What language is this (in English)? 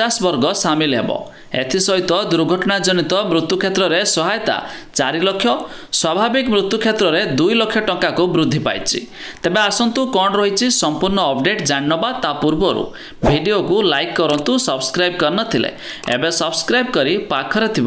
Odia